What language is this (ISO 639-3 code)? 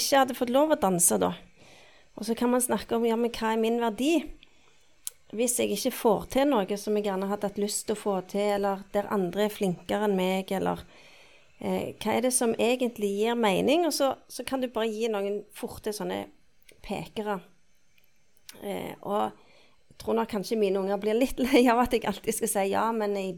nor